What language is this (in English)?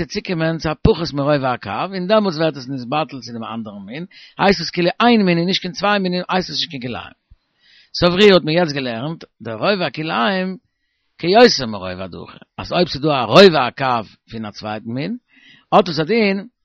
Yiddish